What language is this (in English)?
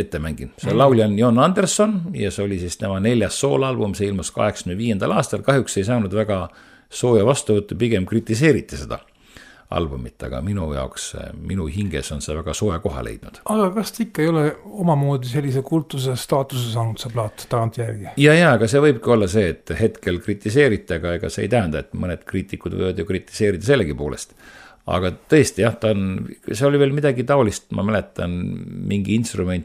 Estonian